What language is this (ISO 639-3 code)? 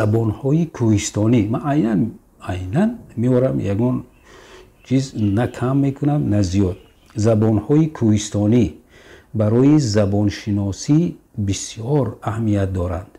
tgk